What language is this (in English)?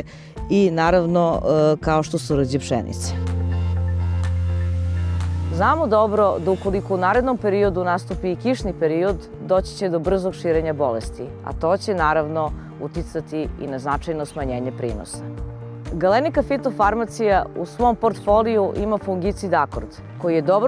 Serbian